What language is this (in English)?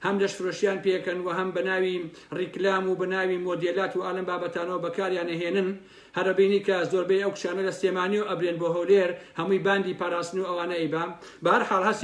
Central Kurdish